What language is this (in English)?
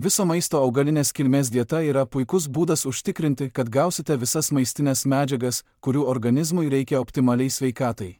Lithuanian